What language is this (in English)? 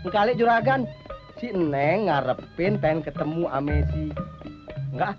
Betawi